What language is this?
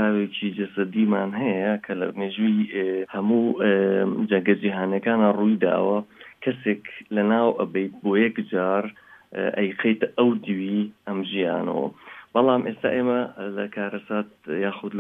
Central Kurdish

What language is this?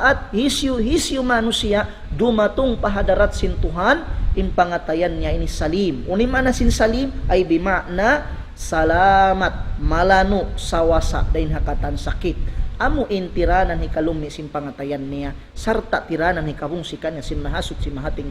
Tausug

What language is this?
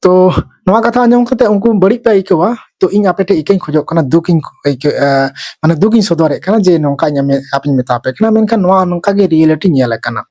Santali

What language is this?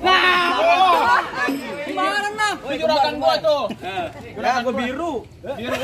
Betawi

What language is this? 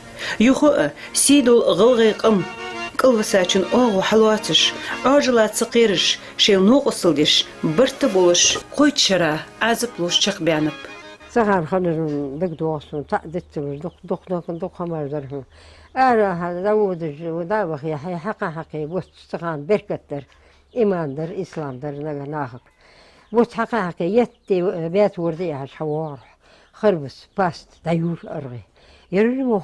Ingush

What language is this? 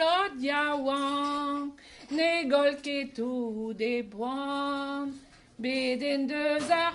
Breton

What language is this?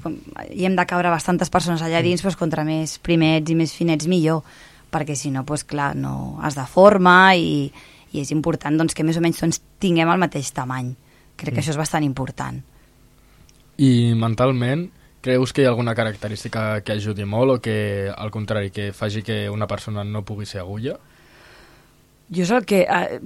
Catalan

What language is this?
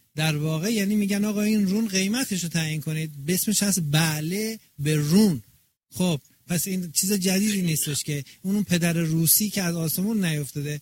Persian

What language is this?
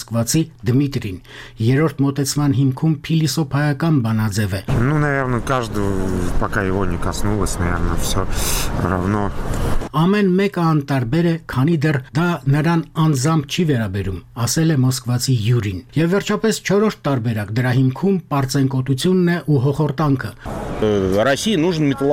Armenian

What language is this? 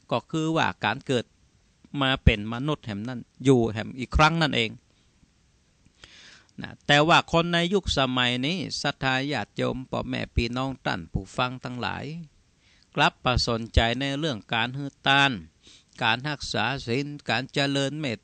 Thai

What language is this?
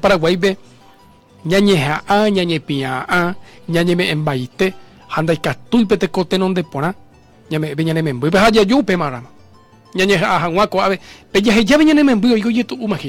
Guarani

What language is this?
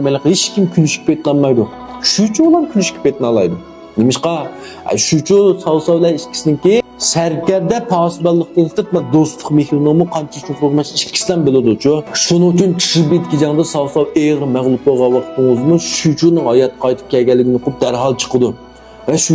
Uyghur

